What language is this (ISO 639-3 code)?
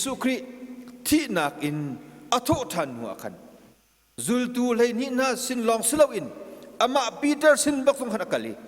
cnh